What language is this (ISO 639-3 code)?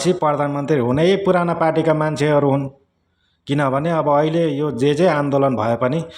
nep